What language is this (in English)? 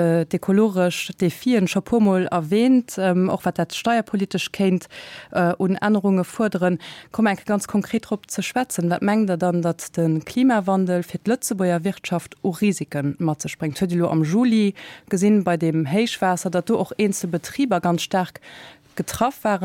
Luxembourgish